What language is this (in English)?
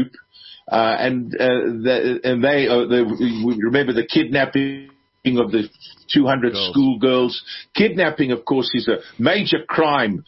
English